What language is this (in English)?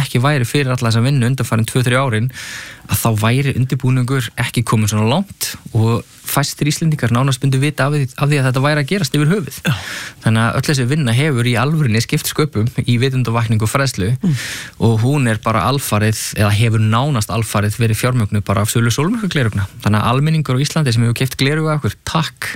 Icelandic